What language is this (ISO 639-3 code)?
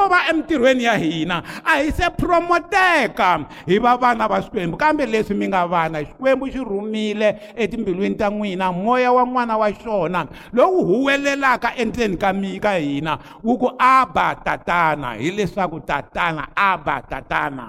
tso